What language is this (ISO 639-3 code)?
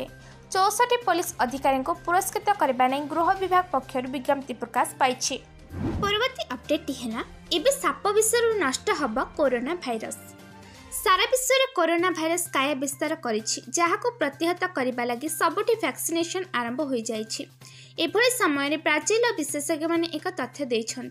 ori